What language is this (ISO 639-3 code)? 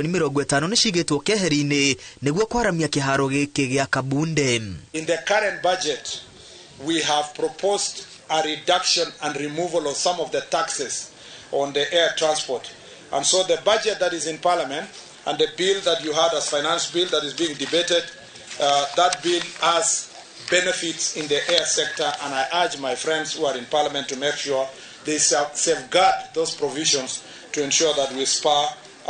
kik